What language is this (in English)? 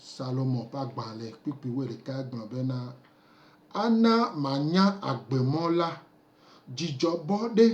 Gen